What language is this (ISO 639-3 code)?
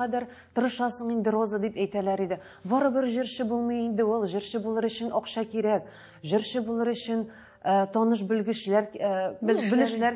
tat